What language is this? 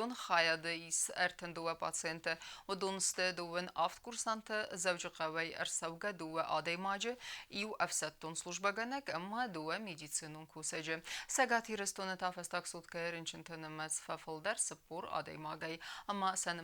Ossetic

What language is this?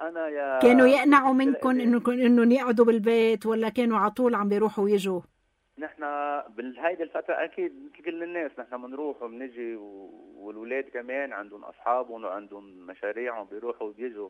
North Levantine Arabic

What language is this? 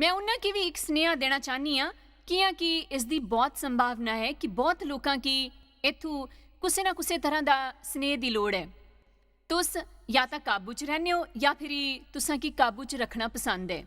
Dogri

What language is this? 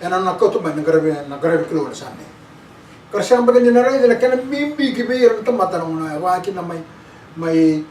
Fijian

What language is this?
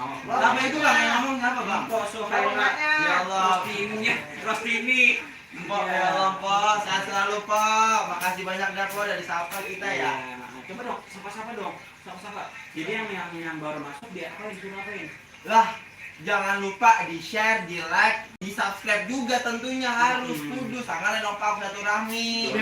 Betawi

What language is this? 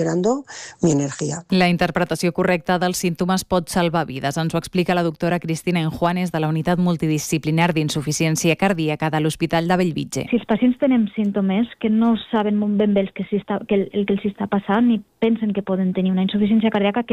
Catalan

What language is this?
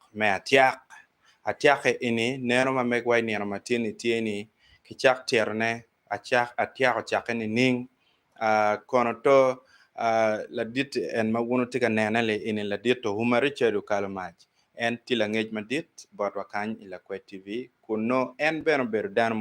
Acoli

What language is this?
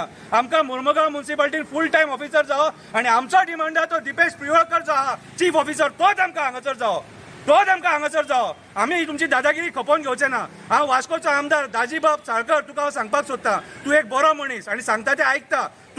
Konkani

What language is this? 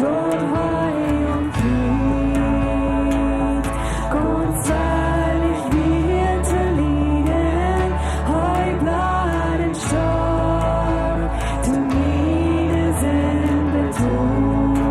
Plautdietsch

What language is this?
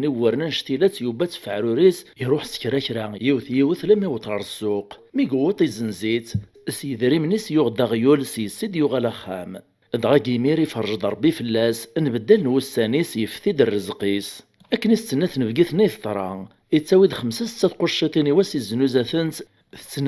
Kabyle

